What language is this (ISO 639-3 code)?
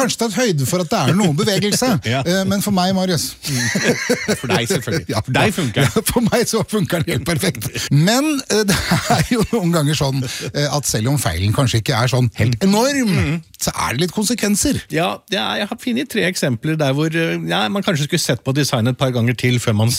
nor